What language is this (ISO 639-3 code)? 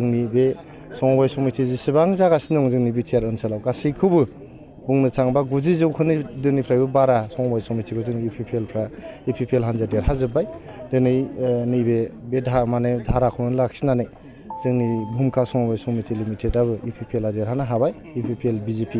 brx